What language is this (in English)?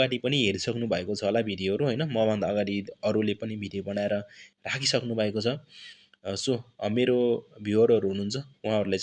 Nepali